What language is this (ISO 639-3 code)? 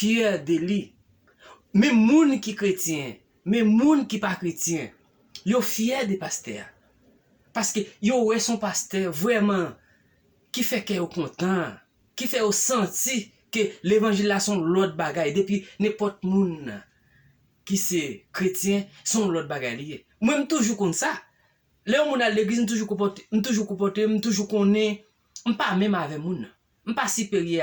hat